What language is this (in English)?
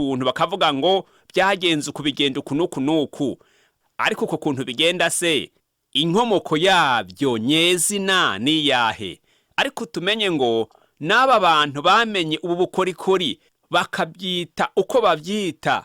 Rundi